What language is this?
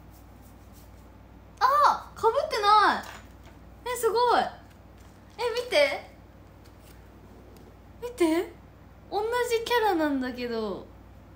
Japanese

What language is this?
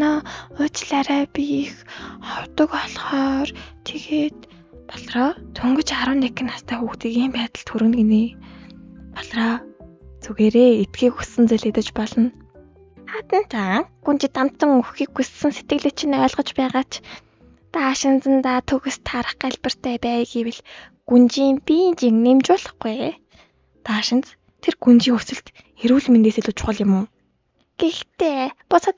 Mongolian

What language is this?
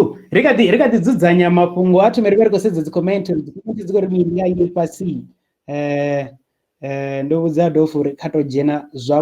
Venda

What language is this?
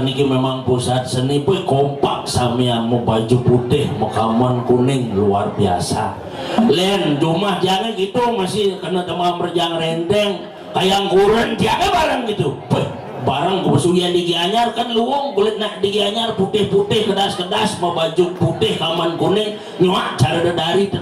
Balinese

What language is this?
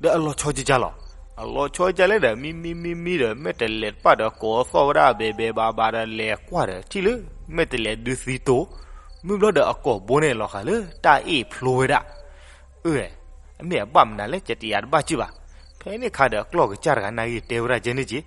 S'gaw Karen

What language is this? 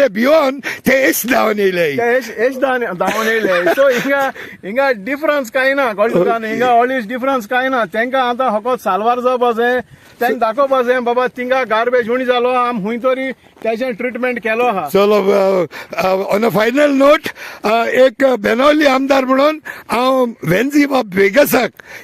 Konkani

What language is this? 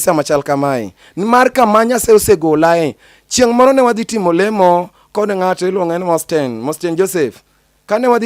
Luo (Kenya and Tanzania)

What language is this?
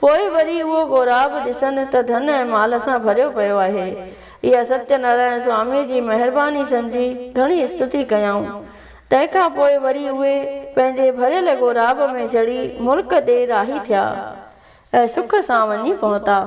Sindhi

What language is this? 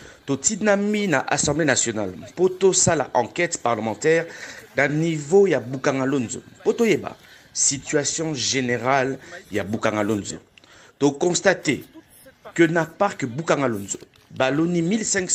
Lingala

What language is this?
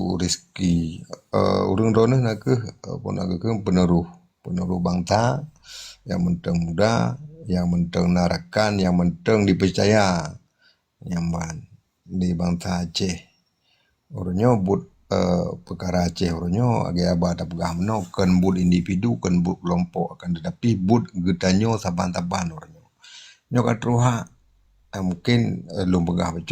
Achinese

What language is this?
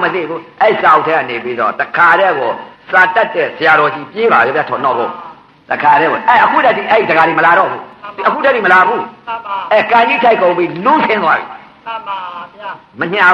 Burmese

